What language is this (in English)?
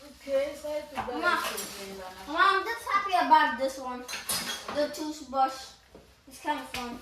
Haitian Creole